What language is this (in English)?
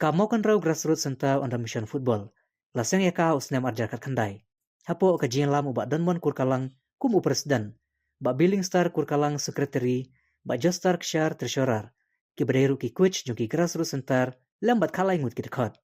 Khasi